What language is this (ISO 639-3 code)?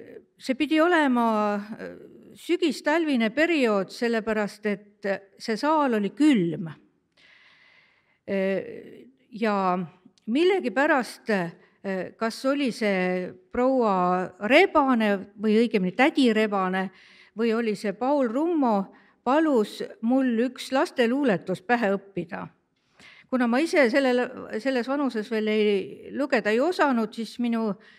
est